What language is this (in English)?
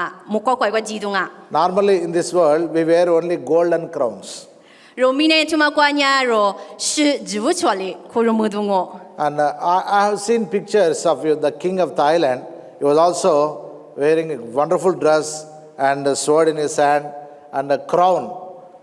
Lisu